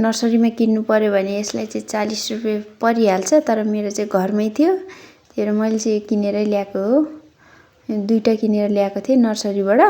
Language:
Nepali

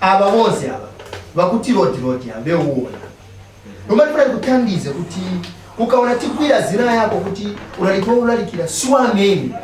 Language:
Nyanja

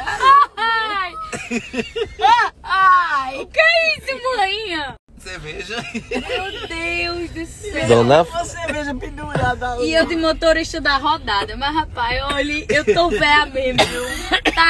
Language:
Portuguese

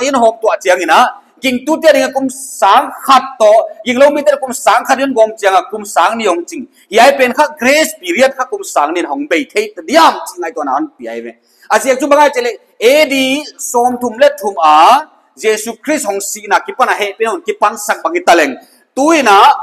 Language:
Paite Chin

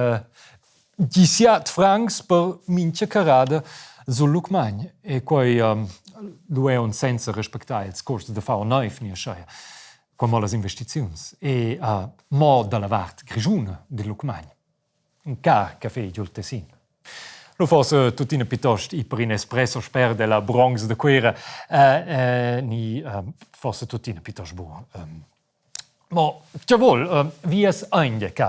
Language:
Romansh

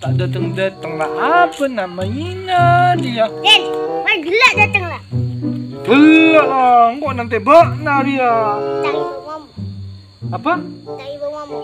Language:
Madurese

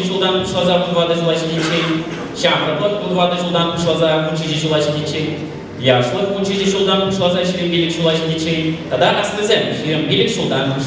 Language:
Chuvash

